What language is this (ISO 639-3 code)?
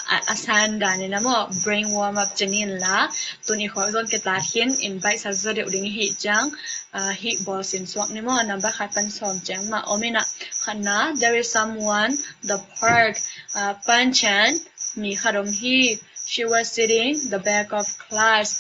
ctd